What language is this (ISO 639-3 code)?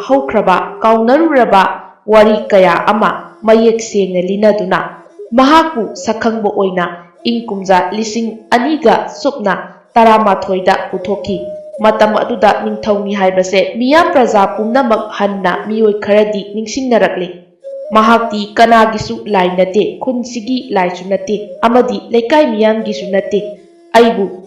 mni